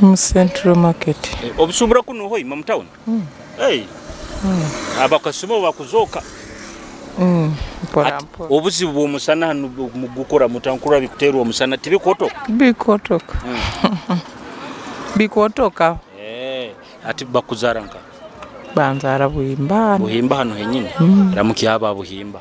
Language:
Nyoro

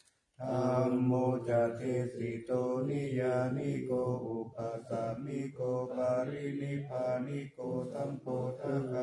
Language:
Pali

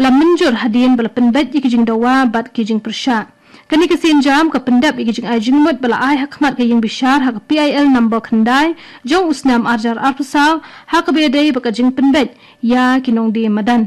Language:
Khasi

